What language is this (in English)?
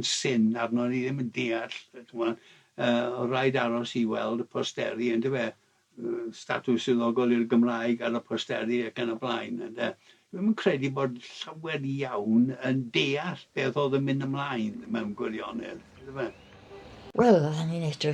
Welsh